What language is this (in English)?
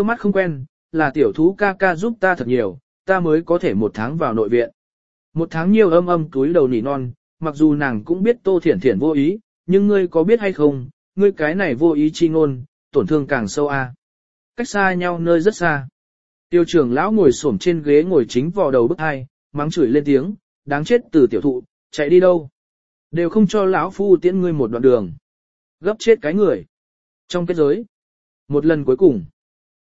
Vietnamese